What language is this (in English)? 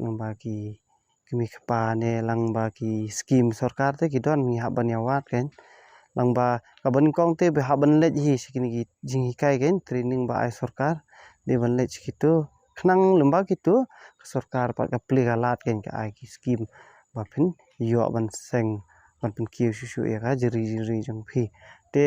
Khasi